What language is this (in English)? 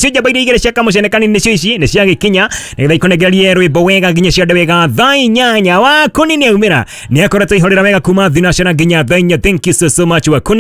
Kikuyu